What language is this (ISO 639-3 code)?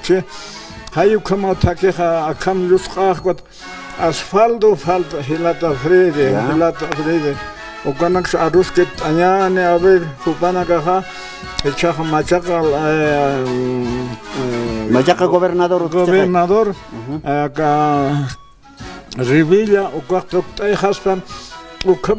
aym